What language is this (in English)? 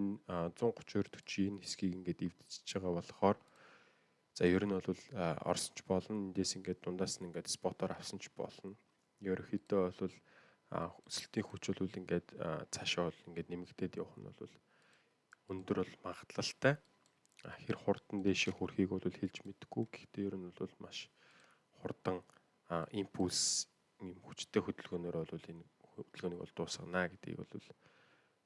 Mongolian